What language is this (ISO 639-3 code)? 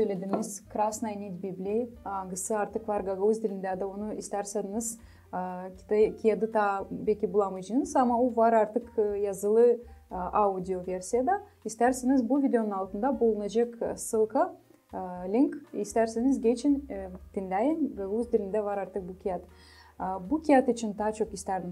gag